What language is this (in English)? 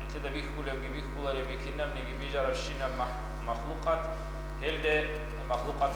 Avaric